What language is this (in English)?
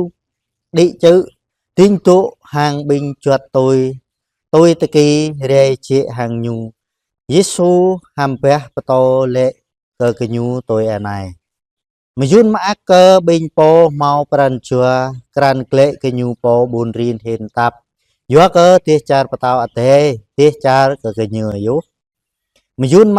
Jarai